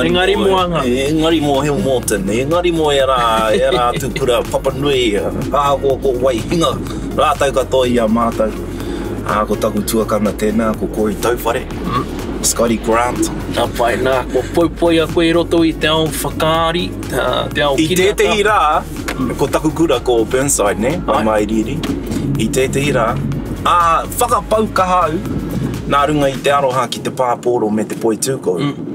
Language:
Māori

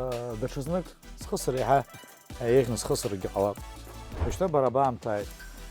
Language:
Abkhazian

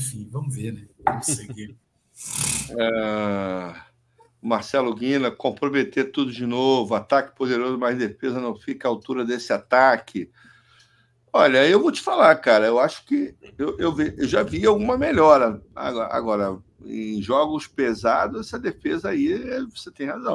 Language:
Portuguese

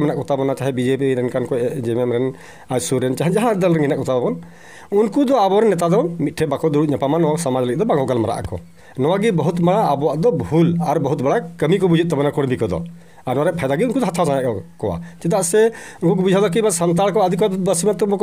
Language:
Santali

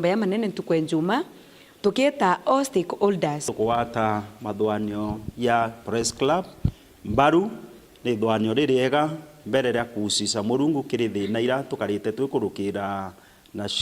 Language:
Meru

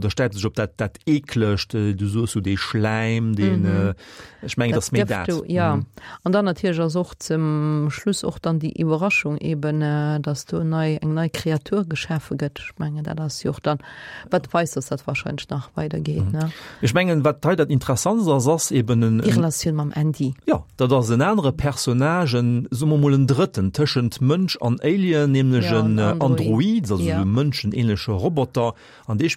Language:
Luxembourgish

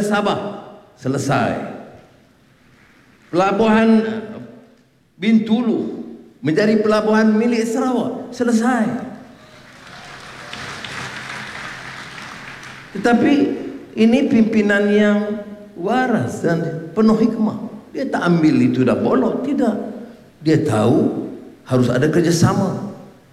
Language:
Malay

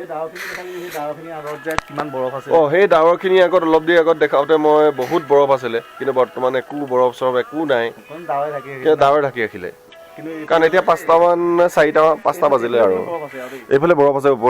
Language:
Assamese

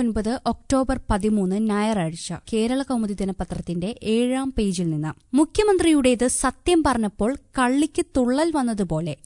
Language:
Malayalam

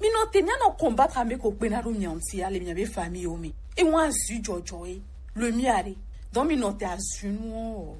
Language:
Gen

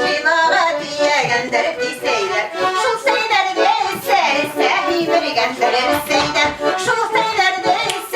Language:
Bashkir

